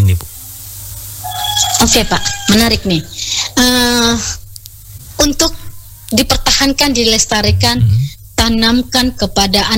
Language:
Indonesian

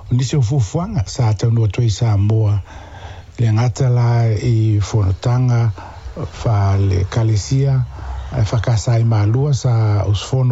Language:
Samoan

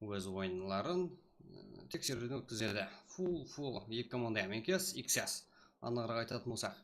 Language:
Kara-Kalpak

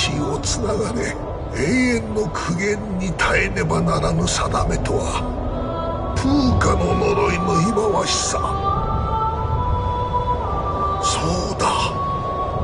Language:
Japanese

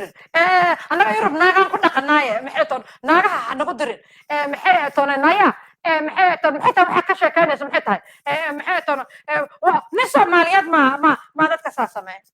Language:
Somali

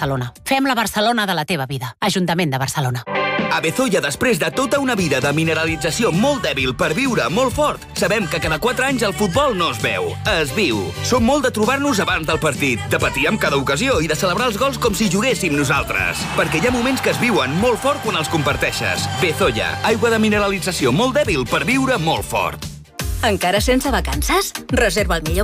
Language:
Catalan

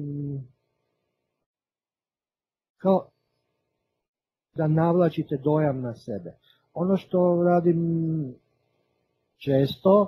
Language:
Croatian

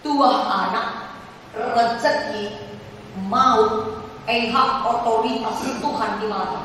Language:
Batak Karo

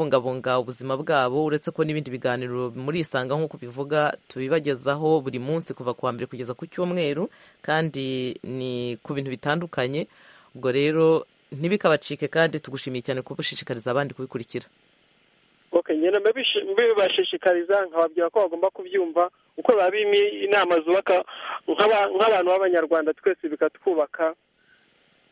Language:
Kinyarwanda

